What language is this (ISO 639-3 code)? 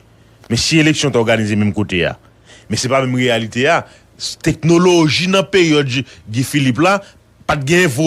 hat